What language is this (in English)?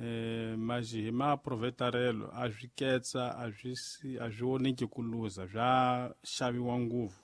Tsonga